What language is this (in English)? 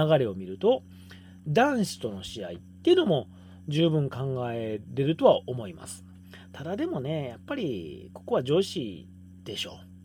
Japanese